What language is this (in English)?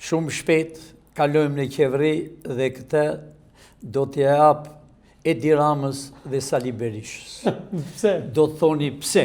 Albanian